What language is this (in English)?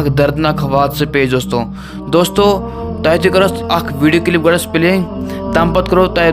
Kashmiri